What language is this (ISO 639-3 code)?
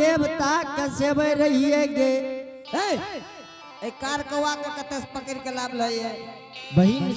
anp